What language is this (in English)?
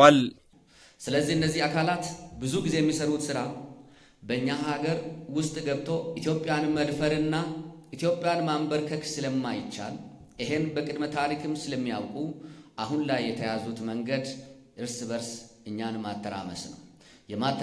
Amharic